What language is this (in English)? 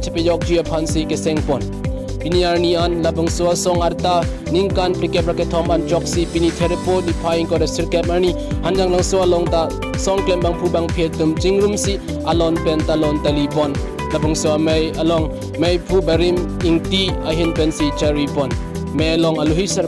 Karbi